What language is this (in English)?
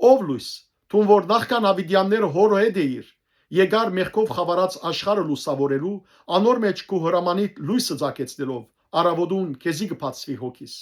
Western Armenian